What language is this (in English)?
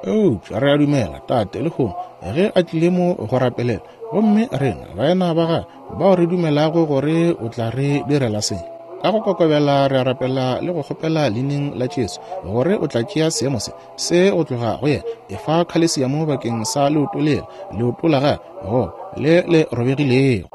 Northern Sotho